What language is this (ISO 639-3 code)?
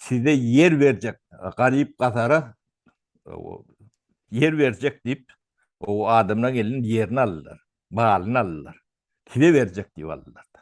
tuk